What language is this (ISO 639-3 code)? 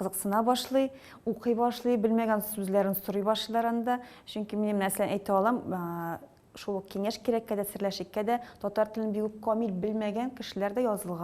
tat